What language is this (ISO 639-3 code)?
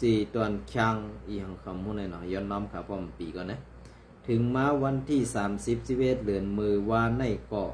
shn